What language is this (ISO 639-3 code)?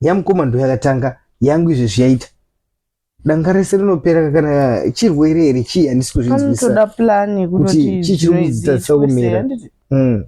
sna